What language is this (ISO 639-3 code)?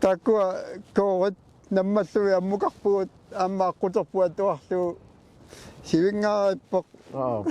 kal